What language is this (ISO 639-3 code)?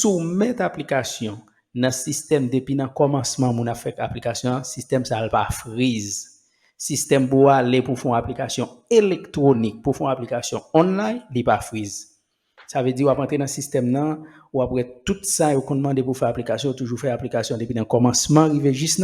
hat